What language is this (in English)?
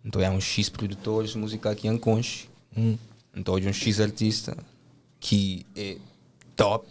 Kabuverdianu